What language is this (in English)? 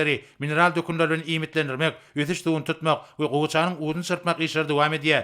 Turkmen